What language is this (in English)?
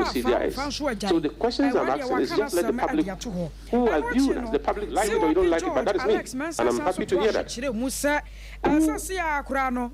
Akan